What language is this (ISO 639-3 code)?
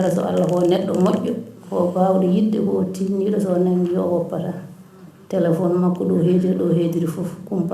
ful